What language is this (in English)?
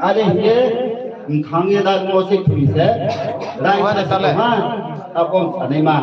Riang (India)